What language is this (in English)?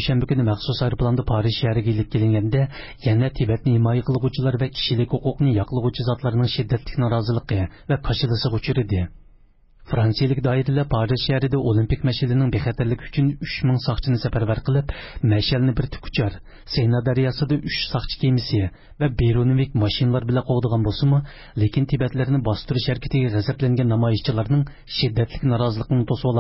Uyghur